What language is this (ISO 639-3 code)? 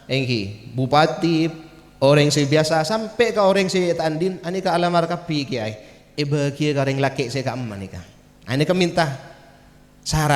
mad